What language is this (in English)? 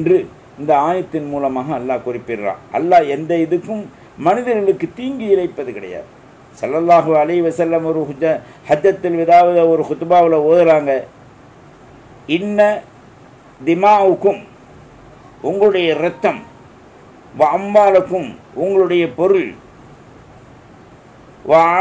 Tamil